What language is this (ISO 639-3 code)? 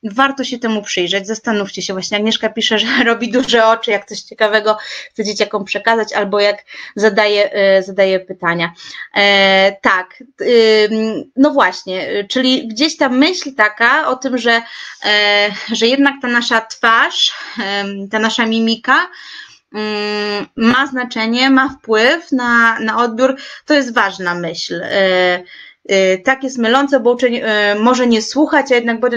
pol